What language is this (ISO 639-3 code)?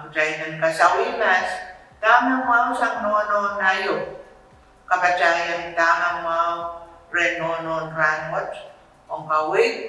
pon